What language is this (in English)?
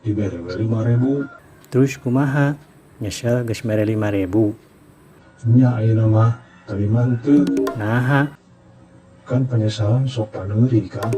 Sundanese